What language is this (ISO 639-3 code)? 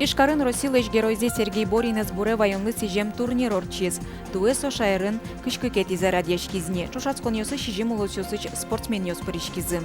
udm